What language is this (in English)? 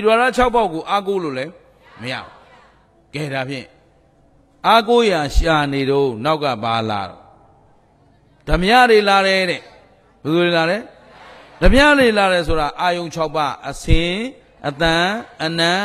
Burmese